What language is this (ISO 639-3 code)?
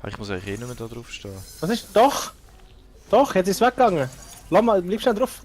gsw